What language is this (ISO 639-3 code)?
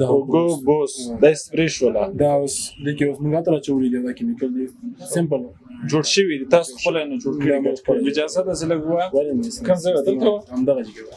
pus